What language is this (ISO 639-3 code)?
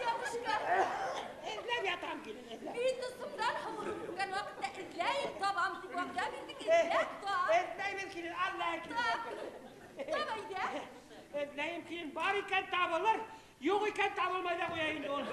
bak